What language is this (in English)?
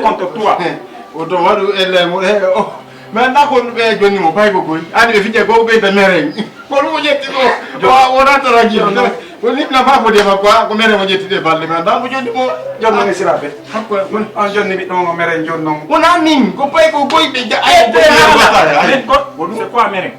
Fula